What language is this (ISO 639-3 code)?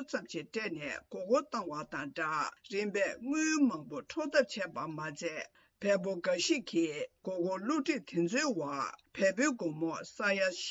bod